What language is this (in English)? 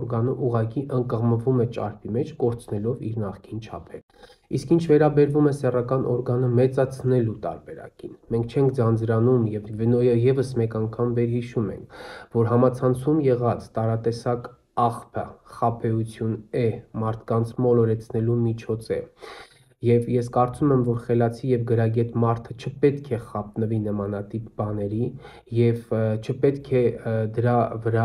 Armenian